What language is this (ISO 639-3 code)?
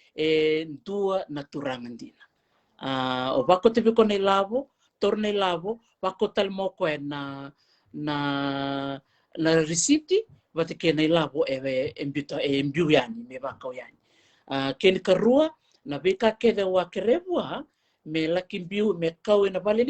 fij